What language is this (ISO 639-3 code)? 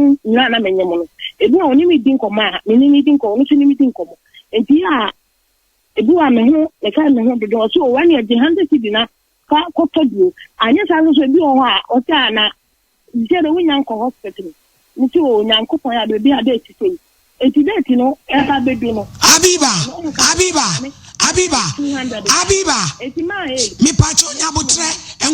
aka